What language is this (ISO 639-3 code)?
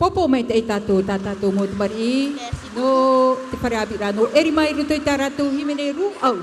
tah